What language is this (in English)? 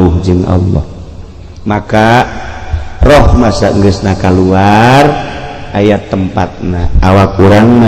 Sundanese